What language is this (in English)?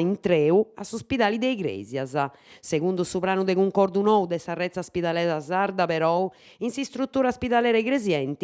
Sardinian